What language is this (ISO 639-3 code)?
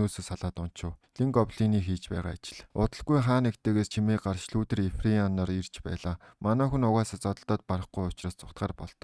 mon